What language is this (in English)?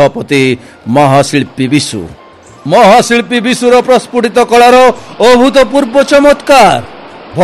Odia